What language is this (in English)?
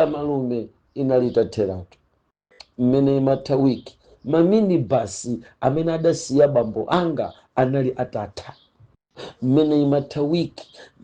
Nyanja